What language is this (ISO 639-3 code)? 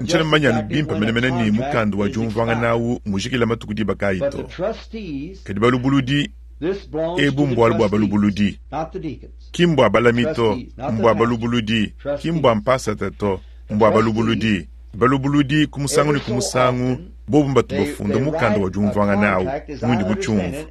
lua